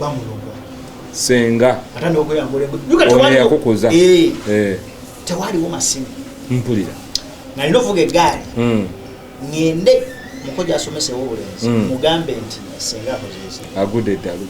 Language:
Ganda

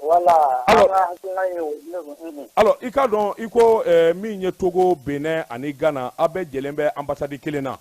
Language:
Bambara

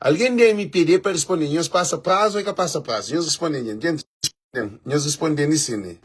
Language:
Kabuverdianu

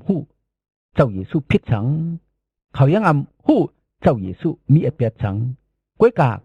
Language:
Shan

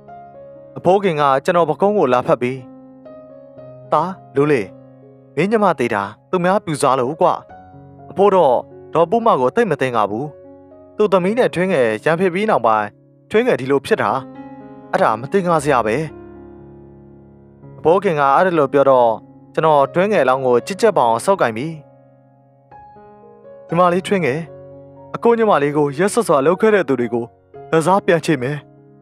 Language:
Burmese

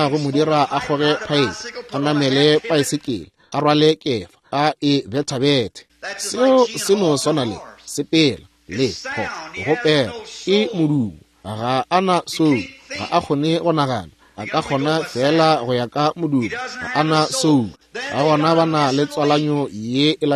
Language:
Northern Sotho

